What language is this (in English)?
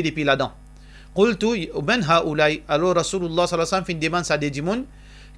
Morisyen